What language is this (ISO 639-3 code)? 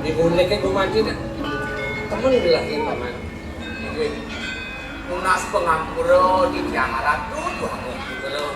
ban